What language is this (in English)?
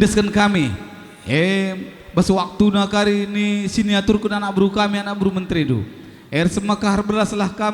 Batak Karo